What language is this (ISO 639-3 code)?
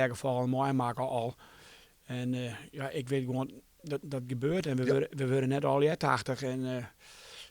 fry